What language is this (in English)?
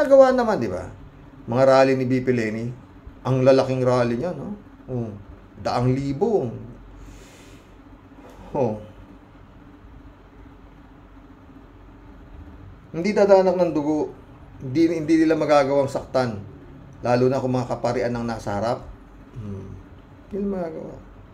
Filipino